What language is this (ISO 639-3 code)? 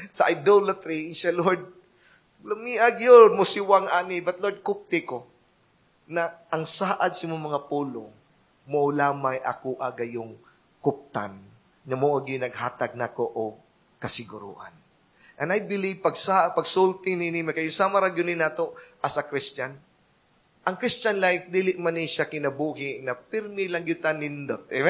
ceb